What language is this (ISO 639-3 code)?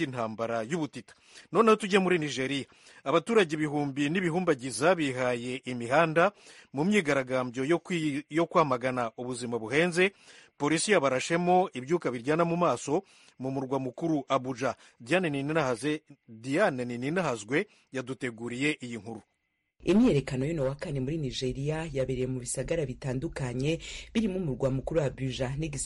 kin